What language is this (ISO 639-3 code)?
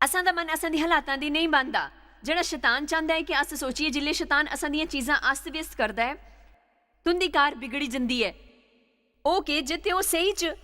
doi